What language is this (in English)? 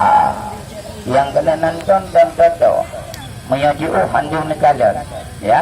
Achinese